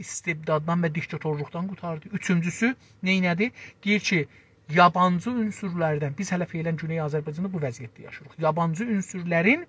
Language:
South Azerbaijani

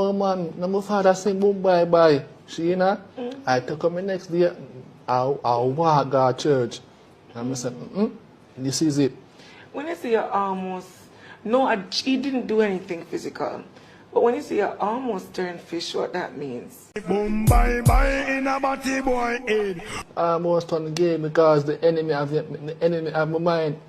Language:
Jamaican Creole English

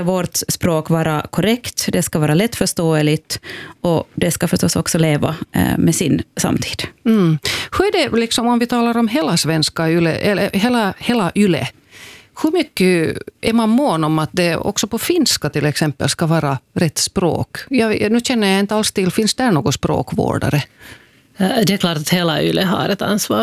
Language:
Swedish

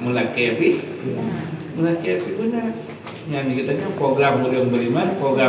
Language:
Achinese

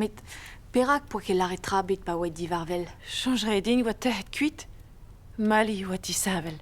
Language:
Breton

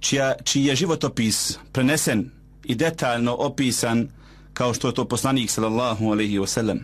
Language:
Bosnian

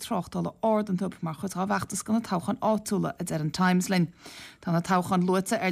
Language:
Irish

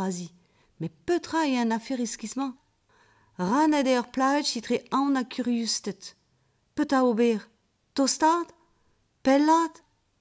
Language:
Breton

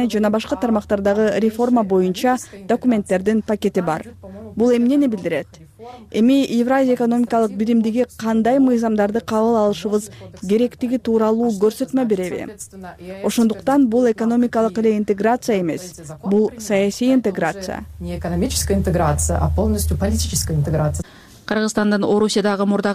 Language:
Kyrgyz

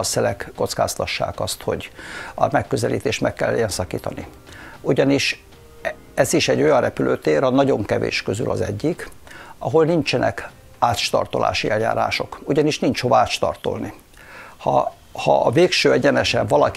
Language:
Hungarian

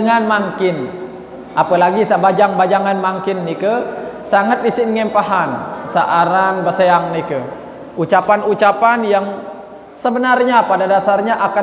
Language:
Sasak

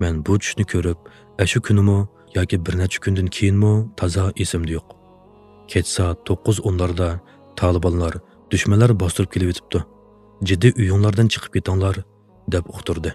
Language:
Uyghur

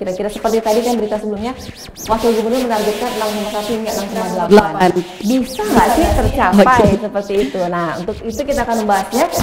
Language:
Indonesian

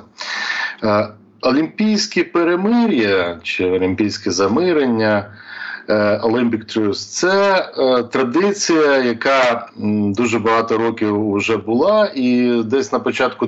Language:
Ukrainian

